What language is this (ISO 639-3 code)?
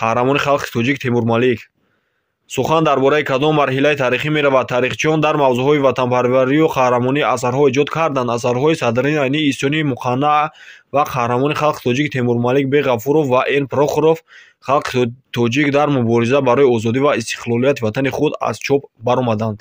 tgk